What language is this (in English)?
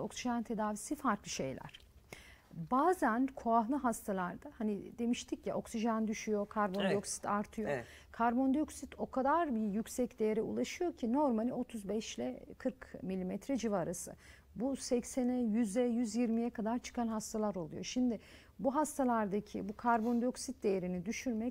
Turkish